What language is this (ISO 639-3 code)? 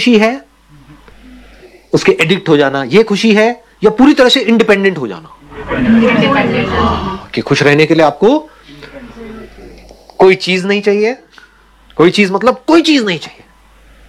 hin